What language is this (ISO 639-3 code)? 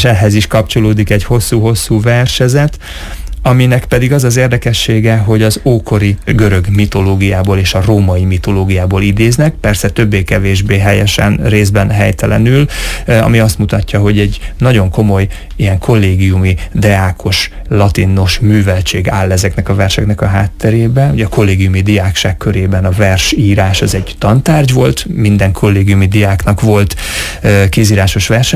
hun